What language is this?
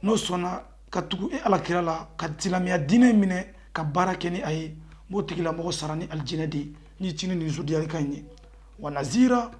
Bambara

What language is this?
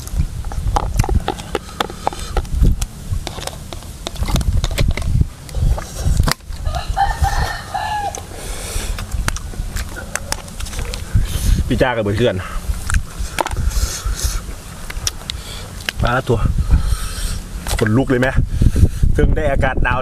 Thai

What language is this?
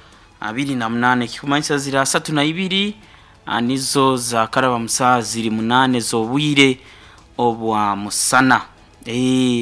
Nyoro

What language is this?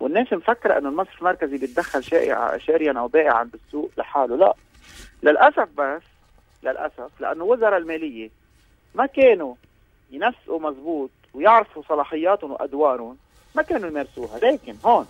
North Levantine Arabic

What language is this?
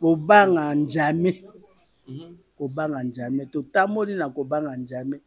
Lingala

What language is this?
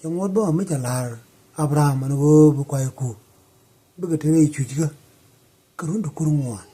Nuer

